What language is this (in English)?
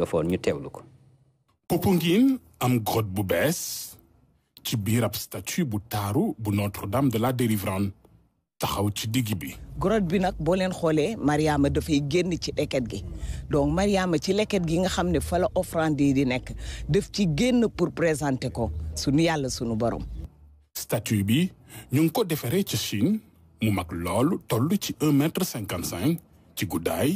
Wolof